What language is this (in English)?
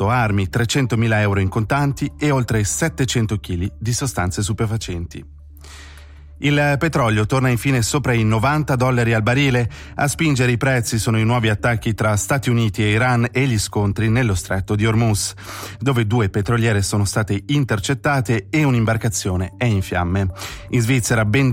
Italian